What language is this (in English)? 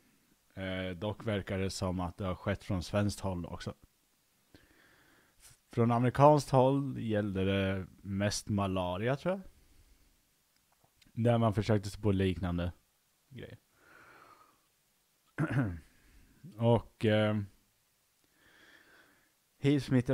Swedish